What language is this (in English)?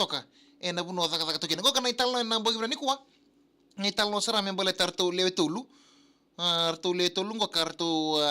Fijian